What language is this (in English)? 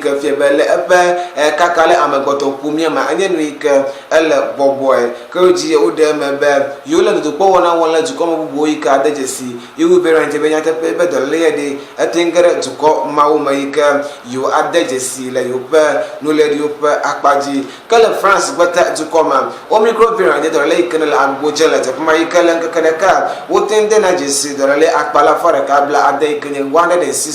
Ewe